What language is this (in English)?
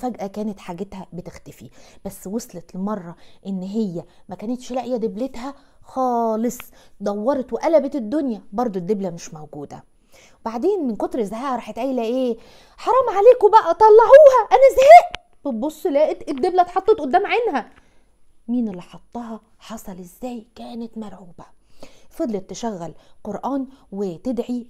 Egyptian Arabic